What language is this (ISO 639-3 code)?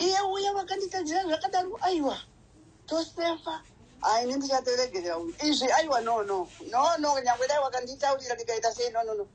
sna